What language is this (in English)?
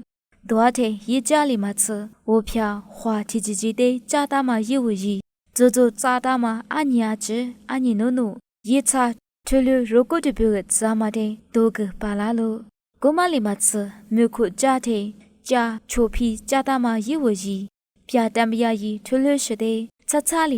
Lisu